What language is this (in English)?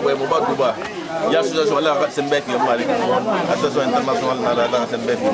Pular